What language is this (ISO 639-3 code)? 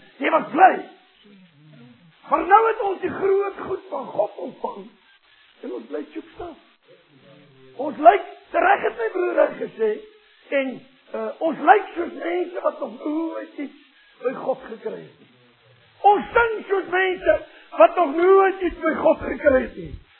afr